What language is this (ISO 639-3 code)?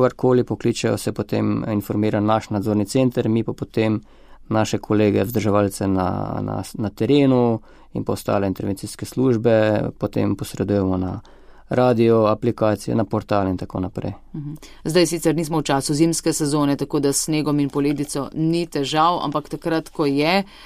slv